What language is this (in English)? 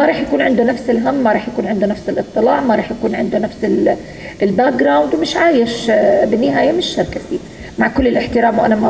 North Levantine Arabic